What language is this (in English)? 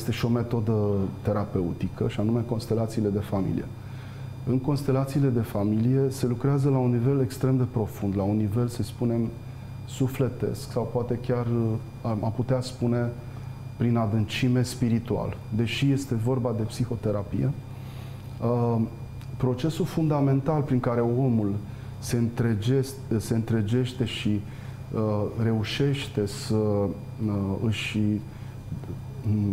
Romanian